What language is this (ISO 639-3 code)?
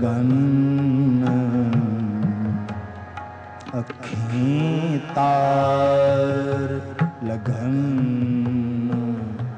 pan